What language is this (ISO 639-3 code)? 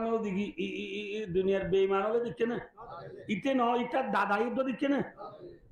rhg